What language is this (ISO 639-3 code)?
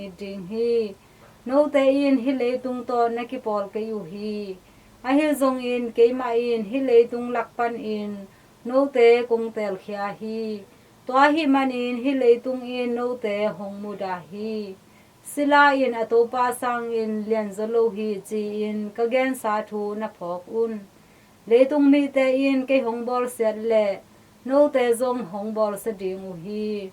ctd